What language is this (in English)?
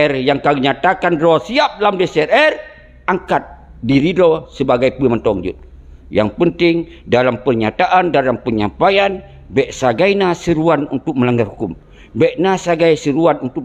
Achinese